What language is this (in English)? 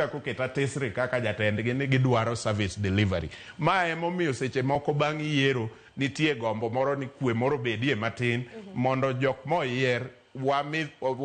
Luo (Kenya and Tanzania)